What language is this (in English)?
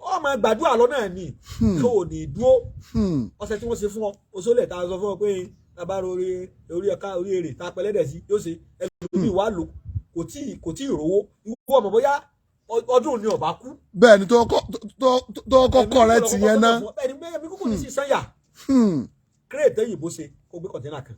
Yoruba